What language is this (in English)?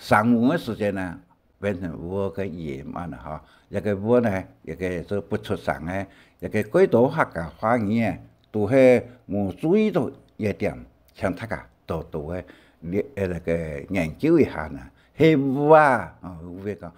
Hakka Chinese